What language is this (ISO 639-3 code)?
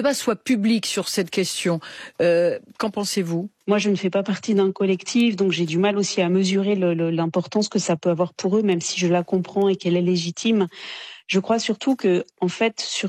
fra